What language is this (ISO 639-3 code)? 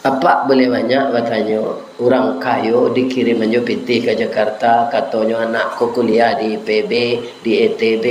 min